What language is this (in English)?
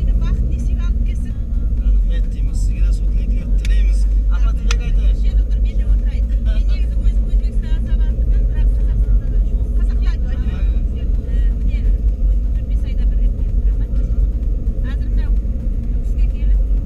Kara-Kalpak